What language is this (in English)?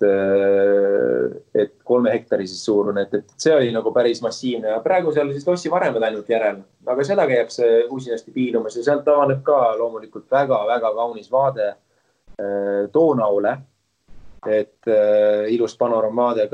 Estonian